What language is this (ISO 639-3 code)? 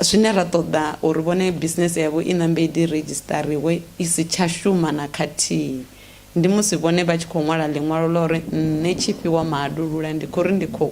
ven